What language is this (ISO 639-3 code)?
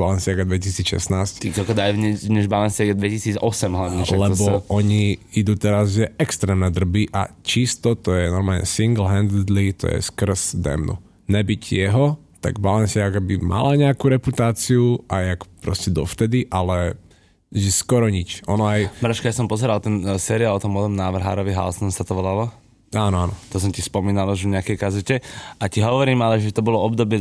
slk